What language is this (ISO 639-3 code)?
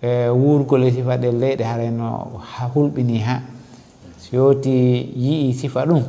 ful